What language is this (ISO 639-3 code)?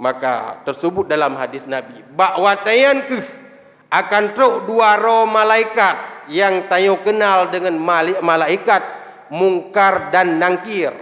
ace